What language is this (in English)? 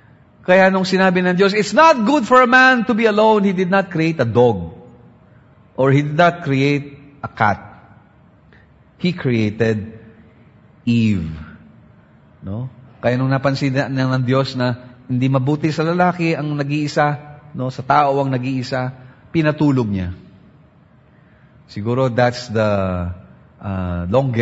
Filipino